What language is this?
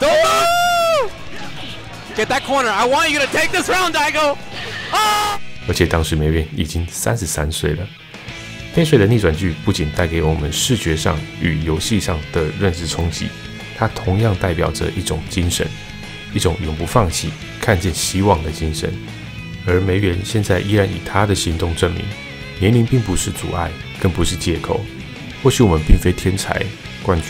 Chinese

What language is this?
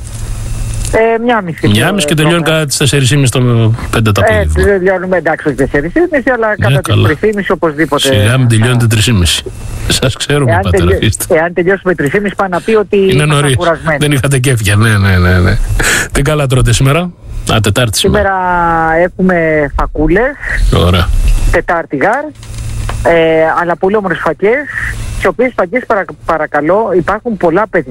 Greek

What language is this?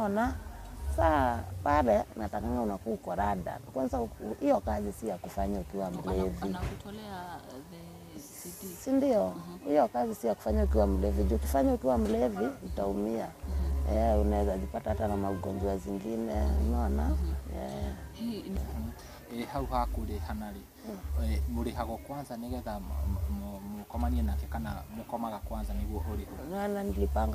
Kikuyu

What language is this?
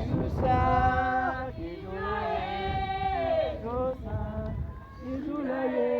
Haitian Creole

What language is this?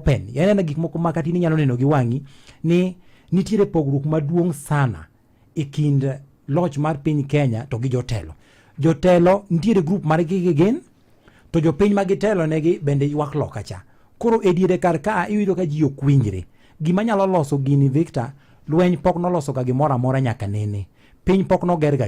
Luo (Kenya and Tanzania)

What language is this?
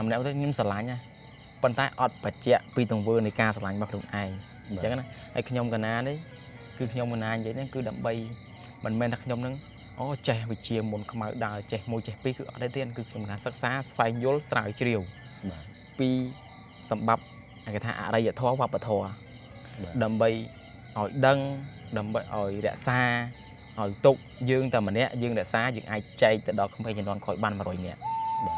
Khmer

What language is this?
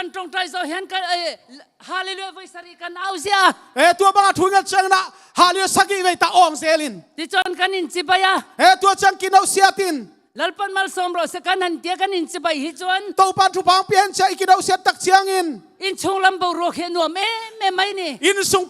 Tedim Chin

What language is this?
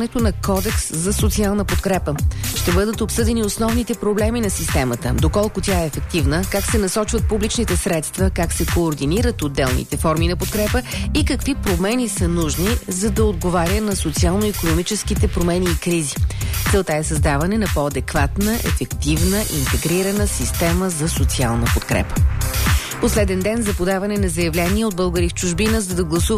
Bulgarian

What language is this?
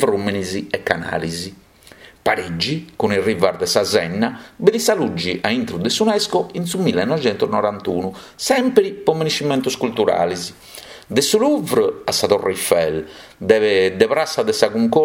Sardinian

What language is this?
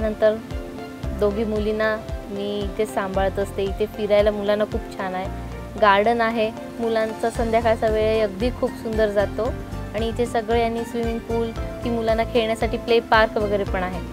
Marathi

